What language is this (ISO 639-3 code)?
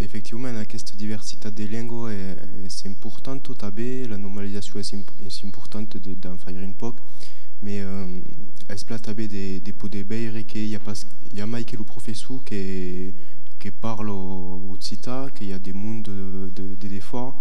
oci